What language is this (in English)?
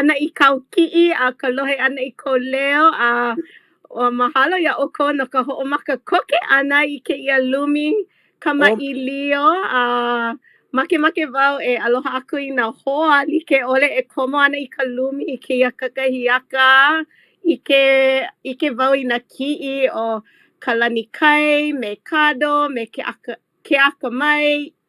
Hawaiian